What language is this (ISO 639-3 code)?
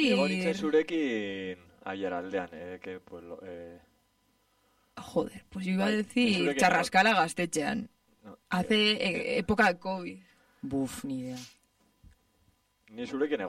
eus